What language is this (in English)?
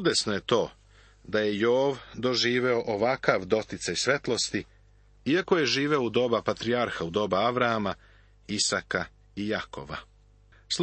Serbian